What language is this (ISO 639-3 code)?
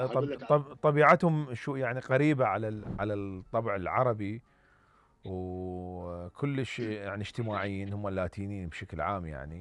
acm